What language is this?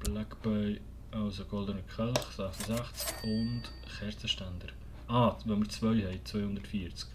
Swiss German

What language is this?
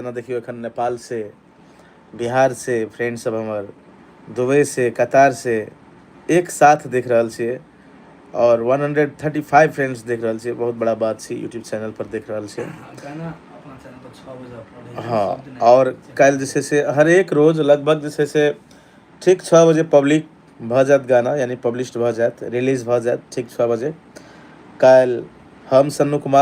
Maithili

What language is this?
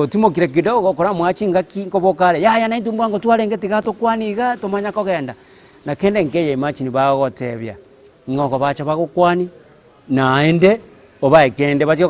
Gusii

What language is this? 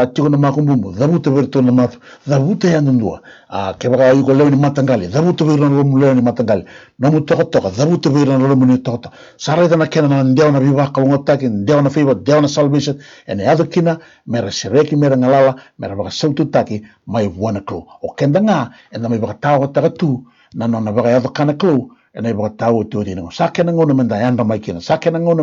Fijian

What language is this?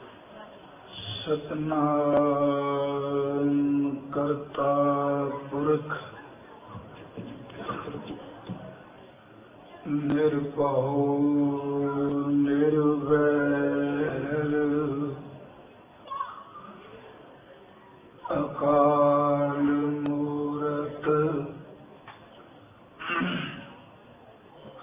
Punjabi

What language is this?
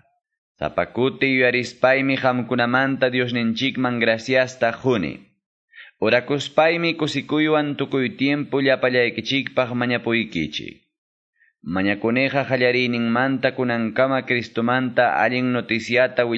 Quechua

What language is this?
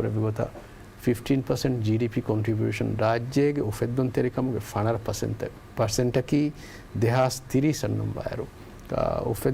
Divehi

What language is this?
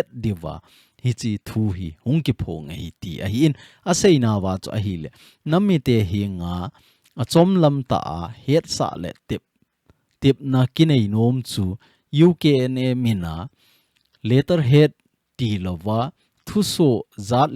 Thado Chin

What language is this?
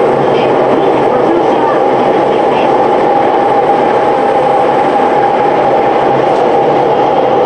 Japanese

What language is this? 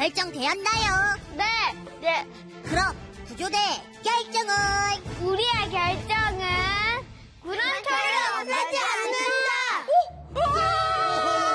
Korean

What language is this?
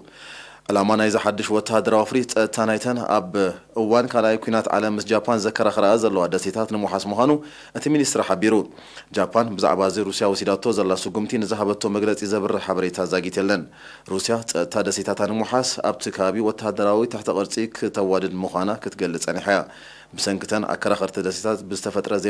Tigrinya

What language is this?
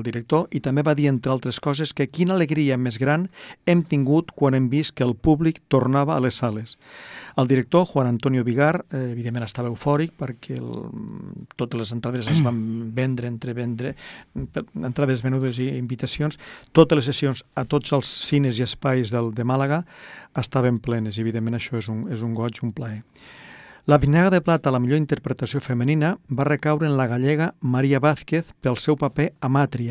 Catalan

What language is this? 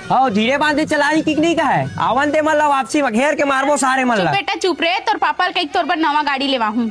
Chhattisgarhi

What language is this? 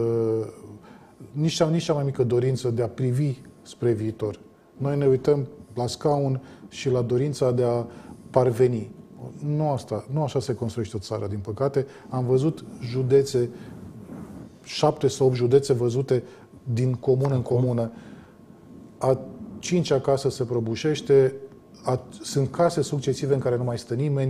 Romanian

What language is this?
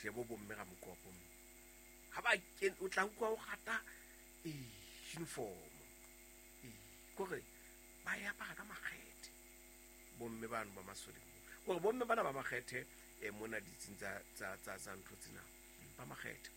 Southern Sotho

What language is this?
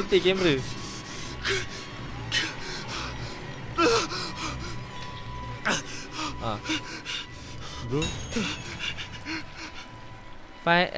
Malay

